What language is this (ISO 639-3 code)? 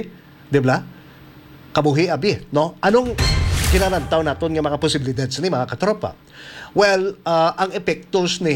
hil